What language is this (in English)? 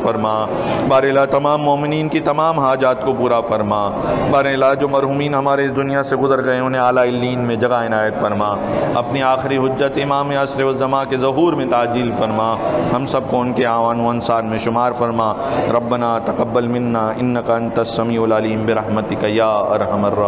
Urdu